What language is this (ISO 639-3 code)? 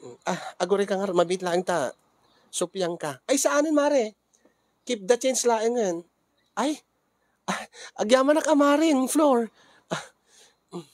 ilo